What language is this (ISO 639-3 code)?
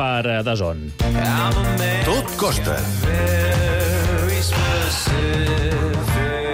cat